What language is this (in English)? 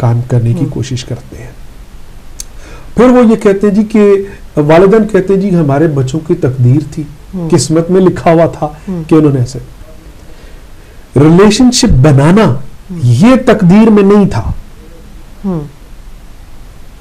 Urdu